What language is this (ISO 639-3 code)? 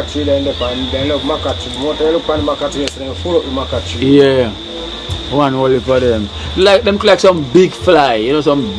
jam